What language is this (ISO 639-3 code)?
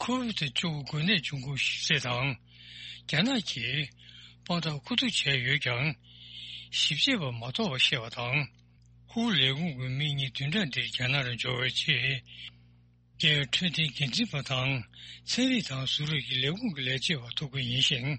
bod